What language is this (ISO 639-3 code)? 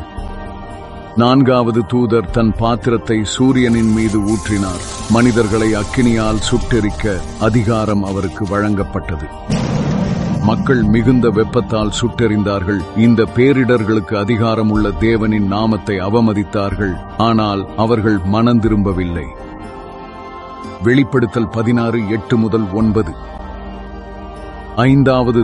tam